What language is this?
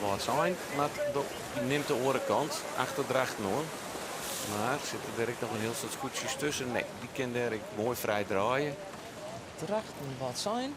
Western Frisian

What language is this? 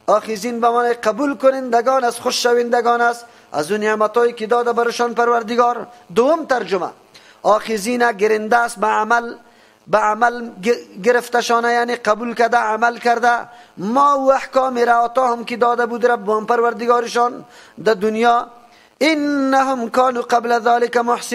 Persian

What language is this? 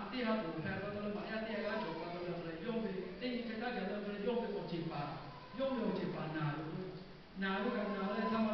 Lahu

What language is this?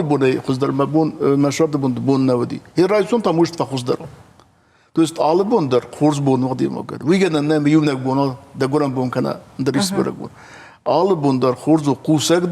Ossetic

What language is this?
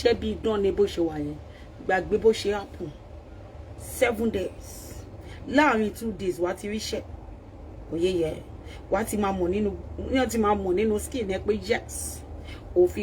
Yoruba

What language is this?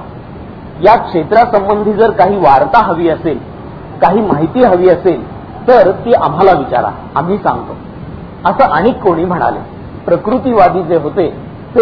Marathi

